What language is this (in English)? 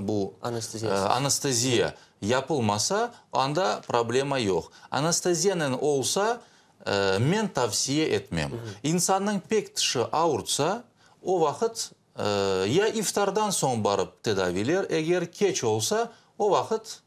Crimean Tatar